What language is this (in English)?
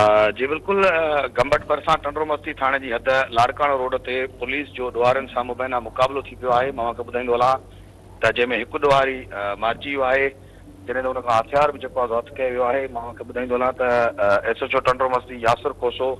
Sindhi